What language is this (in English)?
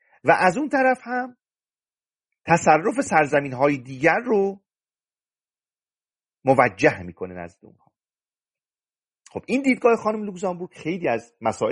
Persian